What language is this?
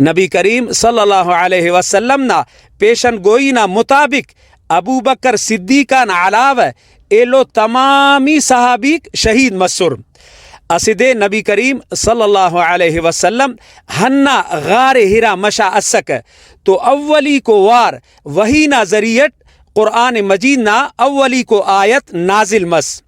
Brahui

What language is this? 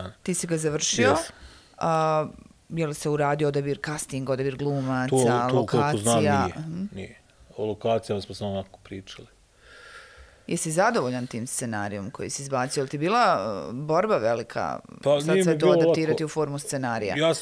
Bosnian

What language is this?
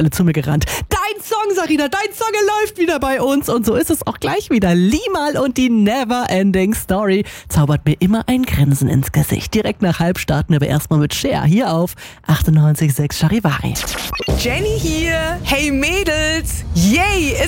German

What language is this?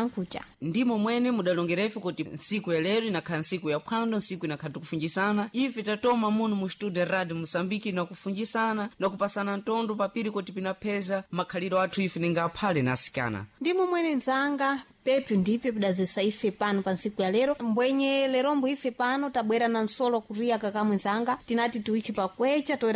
Sena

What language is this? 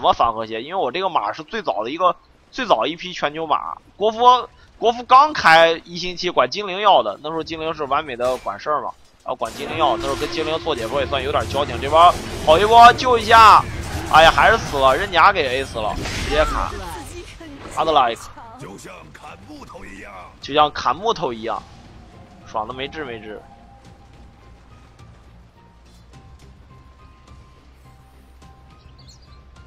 Chinese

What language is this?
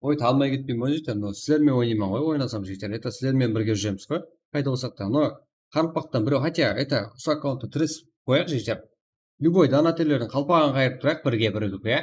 Kara-Kalpak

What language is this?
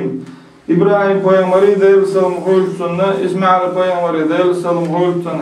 Chechen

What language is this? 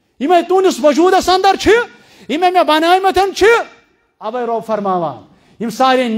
Kashmiri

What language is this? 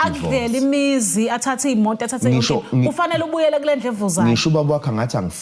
Zulu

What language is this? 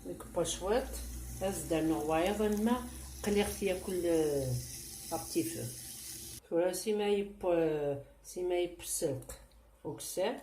Kabyle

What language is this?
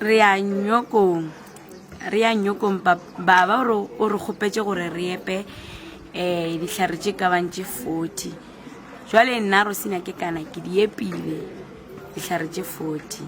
Northern Sotho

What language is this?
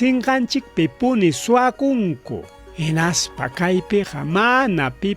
Ayacucho Quechua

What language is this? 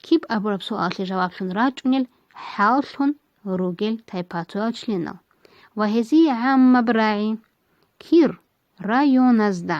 Avaric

